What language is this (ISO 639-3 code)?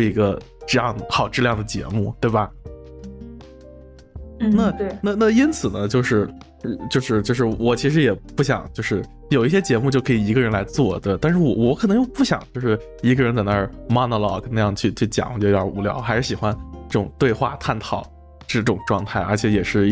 zho